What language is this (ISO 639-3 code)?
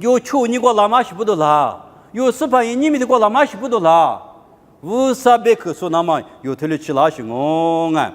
lis